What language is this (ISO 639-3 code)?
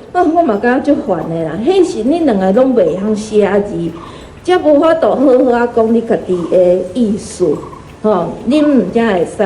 nan